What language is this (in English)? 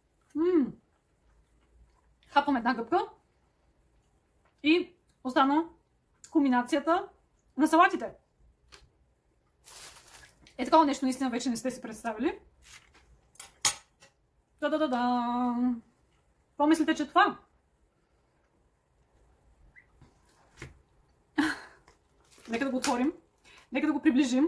Bulgarian